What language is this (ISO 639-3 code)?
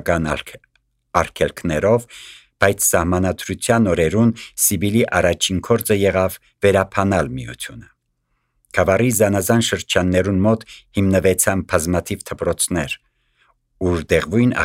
hye